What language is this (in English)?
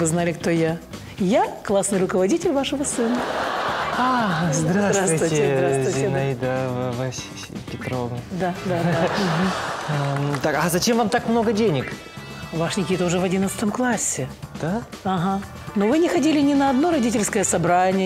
Russian